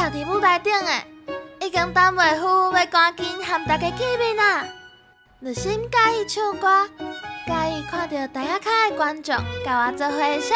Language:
Min Nan Chinese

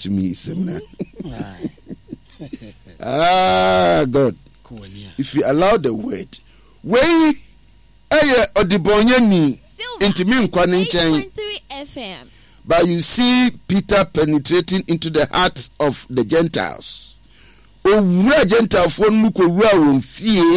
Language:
Akan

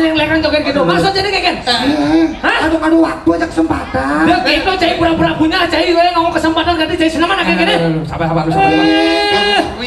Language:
Balinese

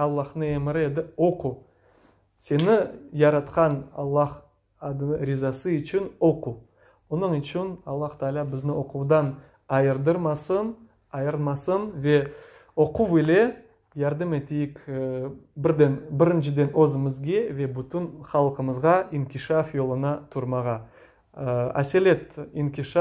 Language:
Crimean Tatar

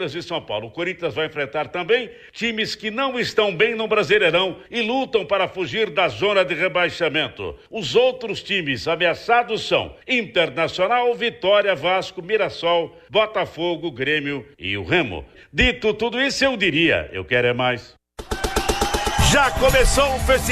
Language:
Portuguese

